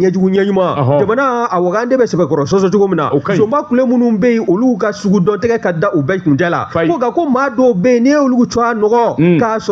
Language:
Bambara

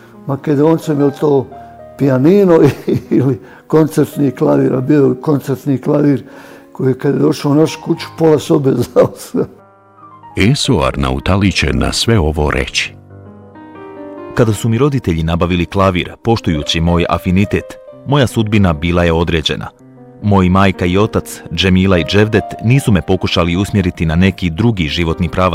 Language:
Bosnian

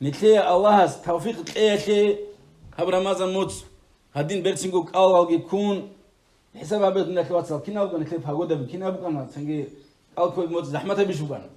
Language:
Avaric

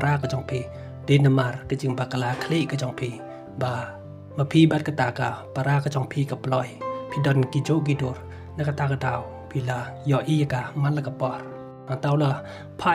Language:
Khasi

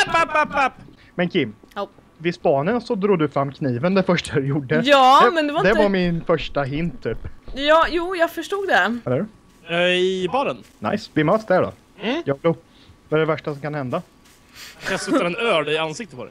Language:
Swedish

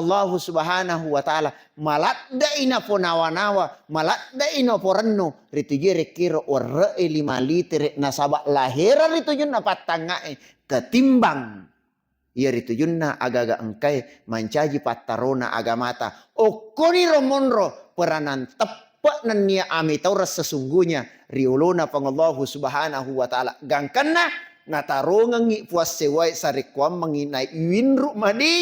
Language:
Buginese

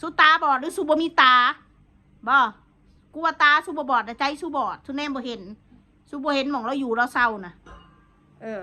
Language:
Northeastern Thai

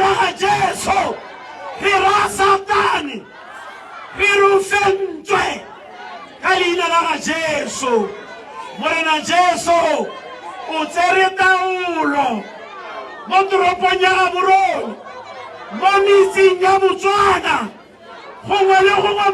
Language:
Tswana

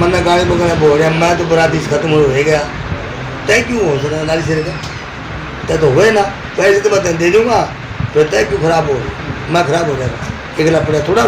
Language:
Haryanvi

